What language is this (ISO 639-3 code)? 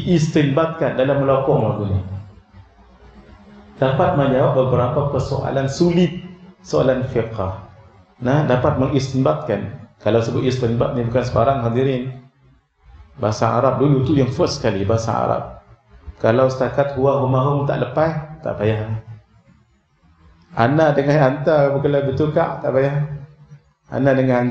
msa